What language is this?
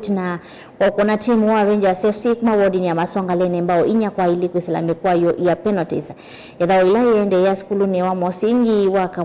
Kamba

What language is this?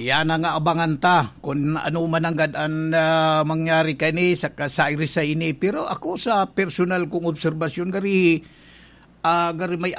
Bikol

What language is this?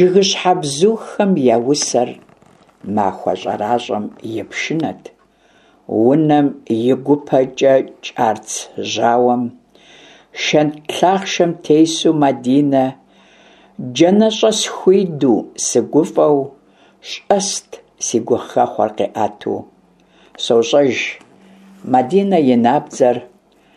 Kabardian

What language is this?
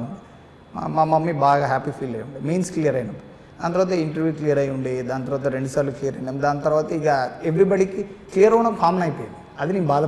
Telugu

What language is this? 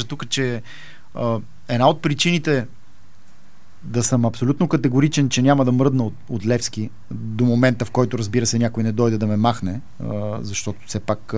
Bulgarian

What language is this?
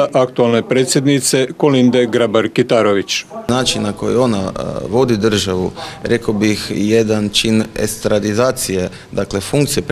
Croatian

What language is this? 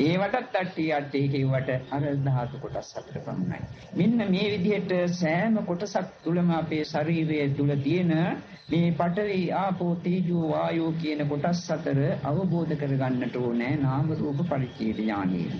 Sinhala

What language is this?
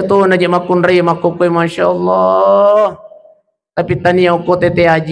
Buginese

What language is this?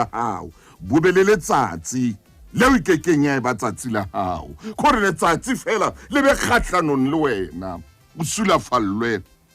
Southern Sotho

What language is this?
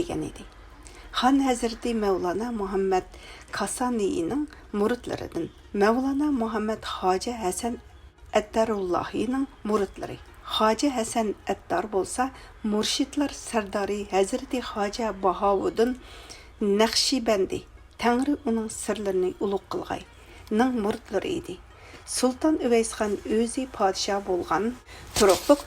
Uyghur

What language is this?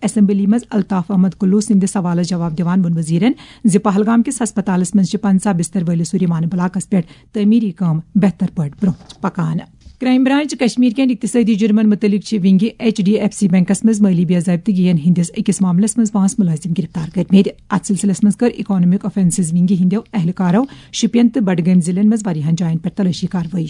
Kashmiri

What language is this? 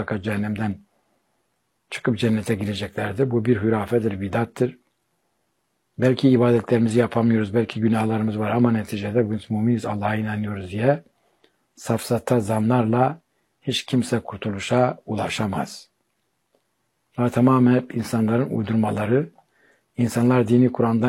Turkish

